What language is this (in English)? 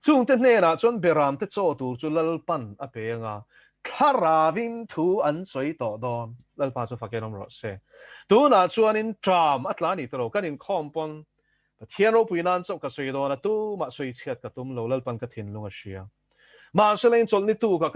Mizo